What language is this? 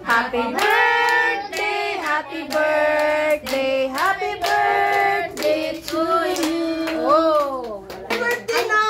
Cebuano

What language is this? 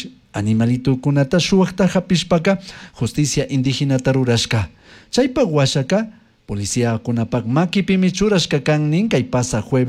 Chimborazo Highland Quichua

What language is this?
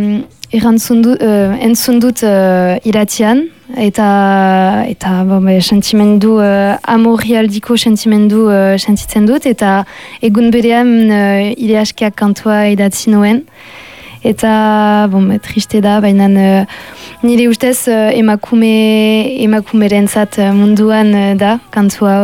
Basque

